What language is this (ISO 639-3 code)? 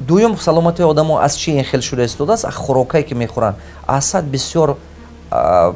tgk